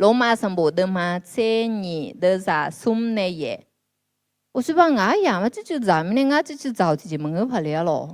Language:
Akha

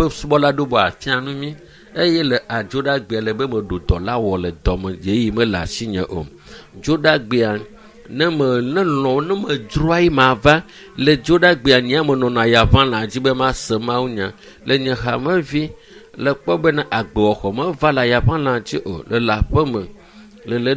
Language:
Ewe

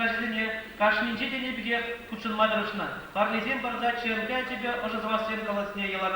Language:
Chuvash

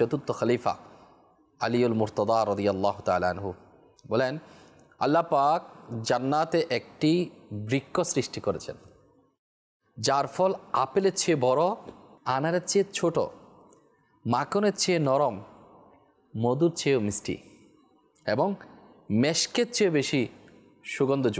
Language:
Bangla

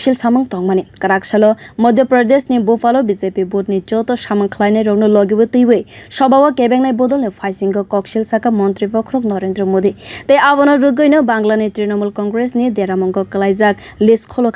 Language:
Kok Borok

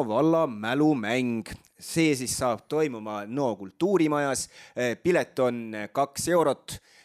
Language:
Estonian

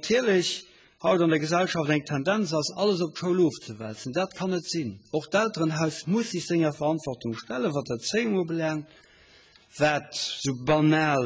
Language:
Luxembourgish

